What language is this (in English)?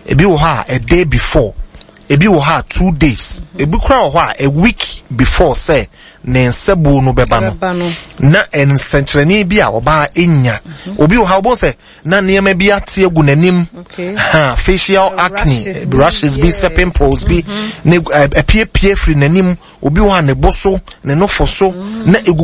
Akan